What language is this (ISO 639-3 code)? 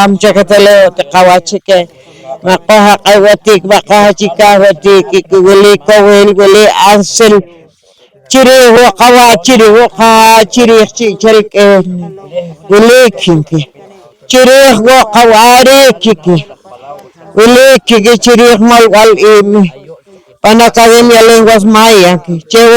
poh